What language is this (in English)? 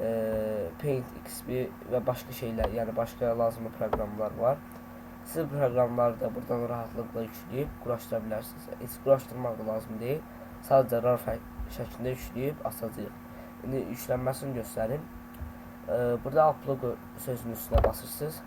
Azerbaijani